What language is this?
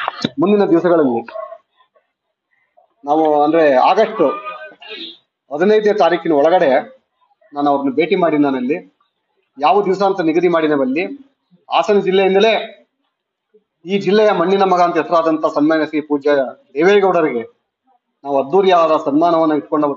Kannada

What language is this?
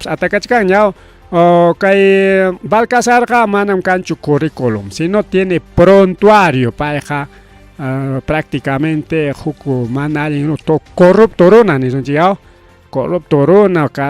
Ayacucho Quechua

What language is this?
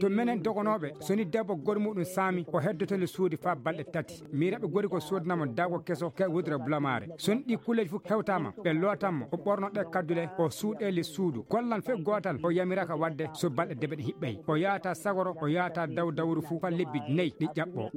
Maasina Fulfulde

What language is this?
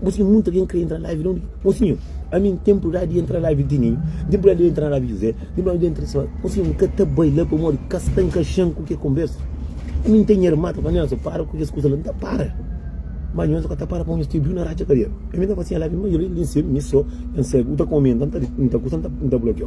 Kabuverdianu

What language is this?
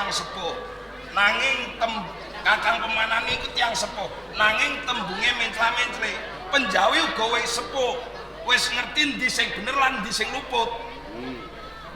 Javanese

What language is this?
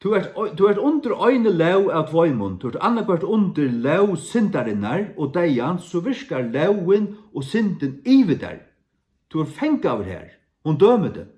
Faroese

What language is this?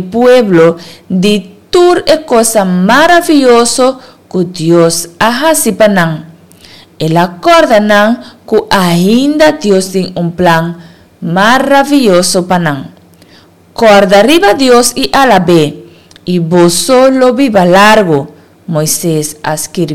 Papiamento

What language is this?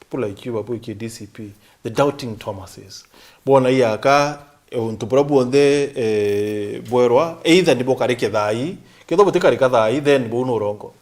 Meru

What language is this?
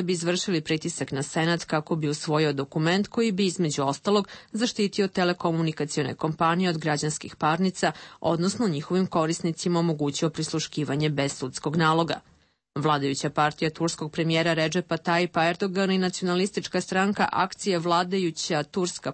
Serbian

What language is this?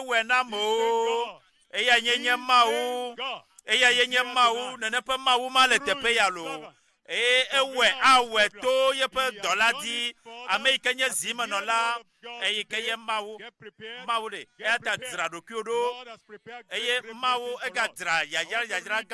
Ewe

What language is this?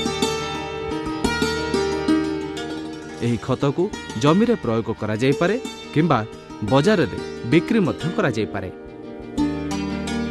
Odia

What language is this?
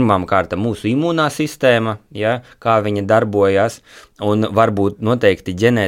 Latvian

